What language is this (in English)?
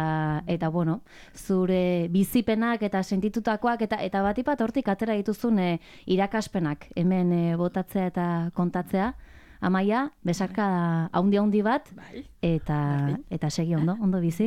Basque